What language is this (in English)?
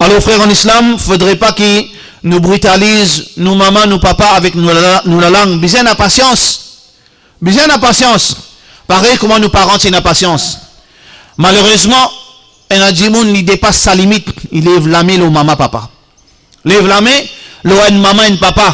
Morisyen